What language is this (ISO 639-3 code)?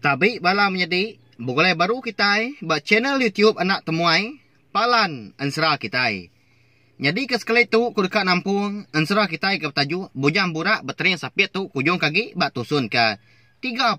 iba